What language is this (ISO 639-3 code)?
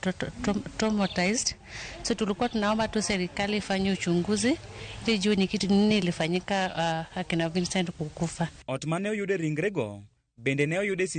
luo